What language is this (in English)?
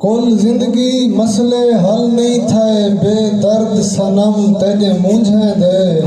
Saraiki